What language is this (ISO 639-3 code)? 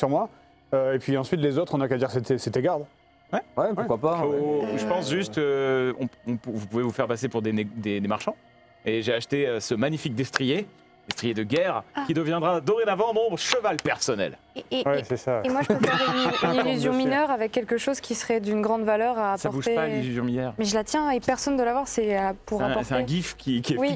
fra